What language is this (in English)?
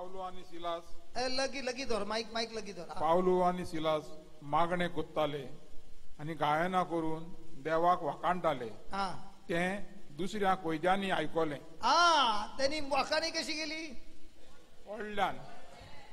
Konkani